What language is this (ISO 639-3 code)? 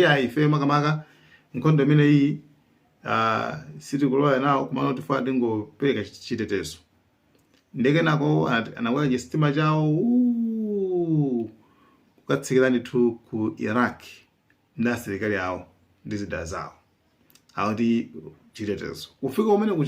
nya